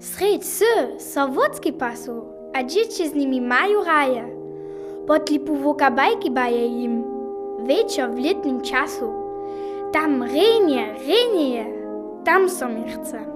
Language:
Upper Sorbian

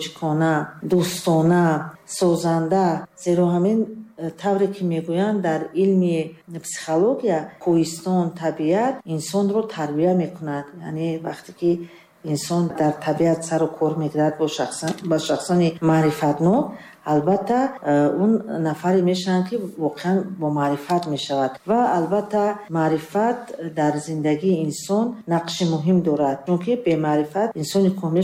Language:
Tajik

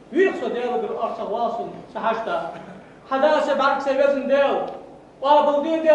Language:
Ingush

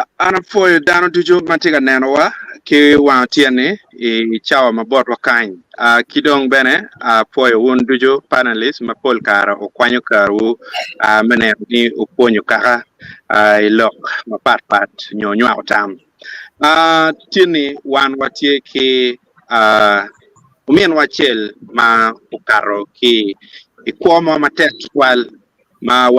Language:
Acoli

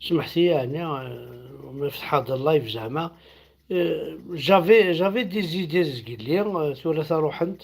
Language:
Kabyle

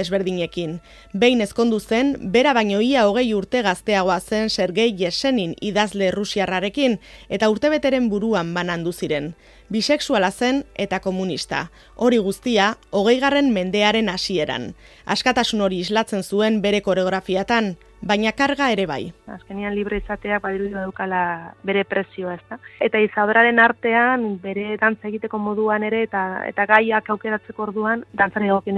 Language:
Basque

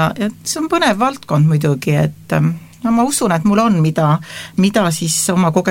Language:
Estonian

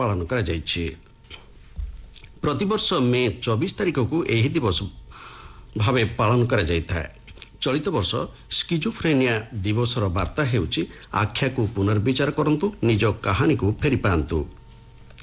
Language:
Odia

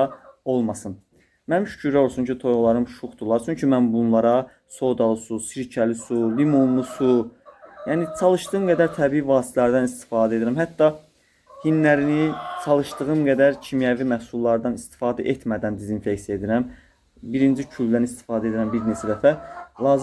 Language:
Azerbaijani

